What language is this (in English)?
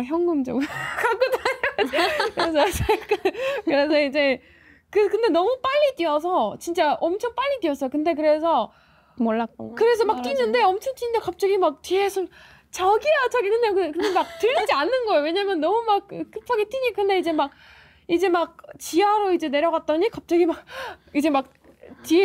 Korean